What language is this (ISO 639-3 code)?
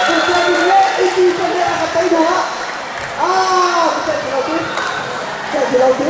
cnh